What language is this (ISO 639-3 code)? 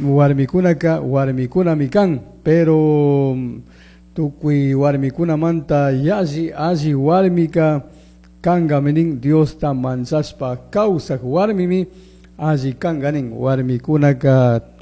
qug